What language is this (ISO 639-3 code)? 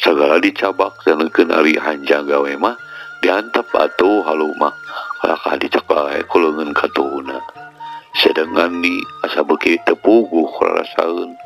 sun